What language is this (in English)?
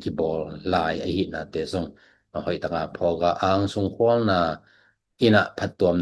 Tedim Chin